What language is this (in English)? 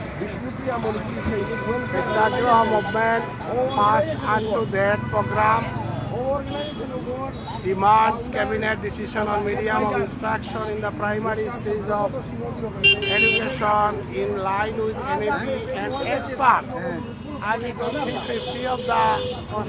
Bishnupriya